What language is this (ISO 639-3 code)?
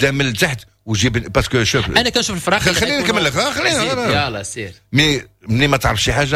ary